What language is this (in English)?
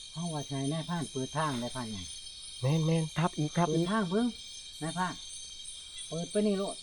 Northeastern Thai